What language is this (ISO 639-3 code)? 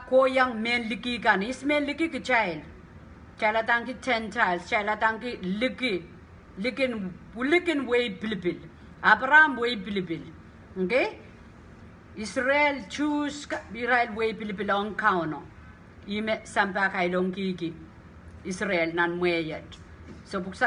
pon